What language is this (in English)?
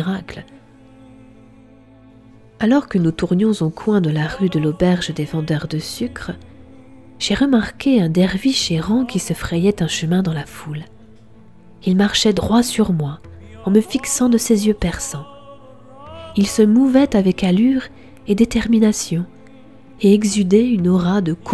French